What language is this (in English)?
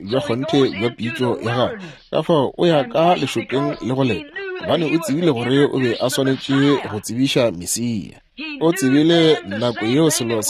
Northern Sotho